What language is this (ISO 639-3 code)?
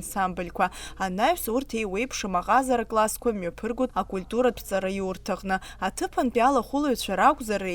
abk